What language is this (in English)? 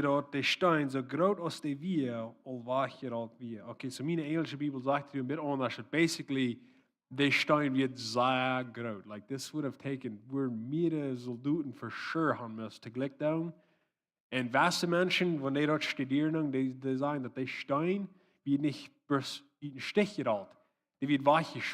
Plautdietsch